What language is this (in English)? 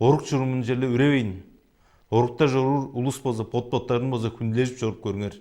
Tuvinian